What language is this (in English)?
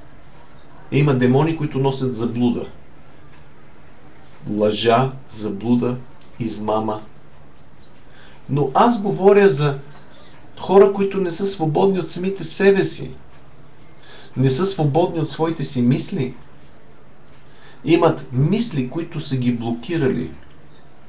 Bulgarian